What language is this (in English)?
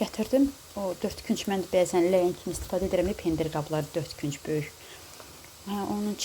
Azerbaijani